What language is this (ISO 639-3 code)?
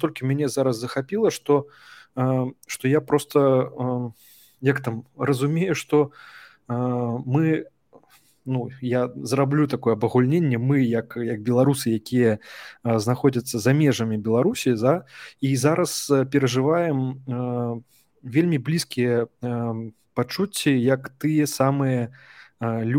bel